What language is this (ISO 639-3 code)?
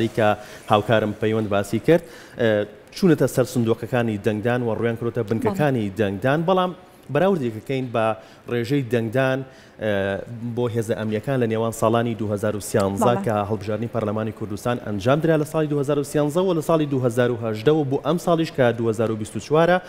ckb